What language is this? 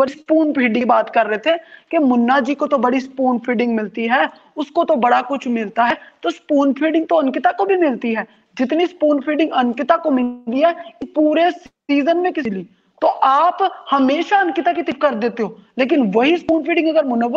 Hindi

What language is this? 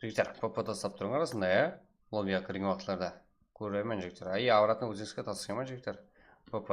Kara-Kalpak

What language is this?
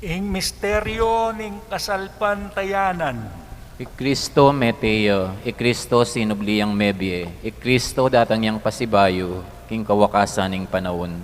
Pampanga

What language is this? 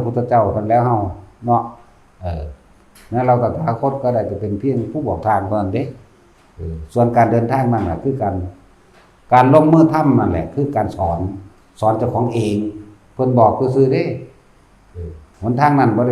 Northeastern Thai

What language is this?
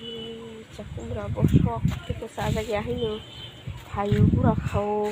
Kok Borok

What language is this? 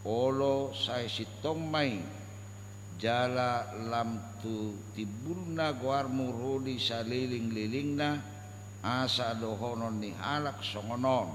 Batak Toba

